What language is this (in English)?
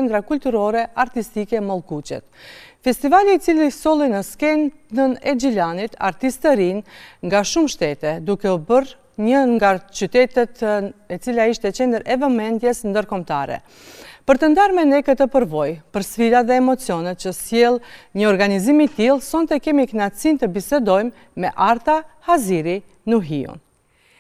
Albanian